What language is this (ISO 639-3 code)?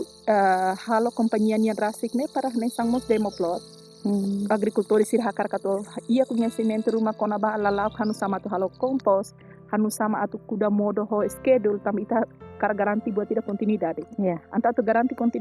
tet